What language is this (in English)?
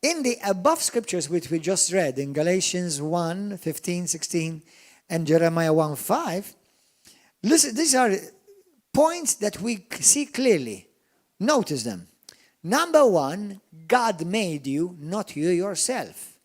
English